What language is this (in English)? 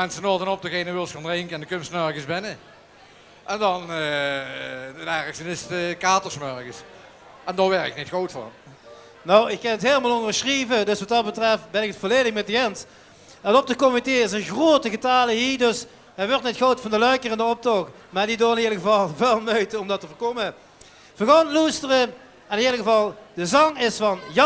Limburgish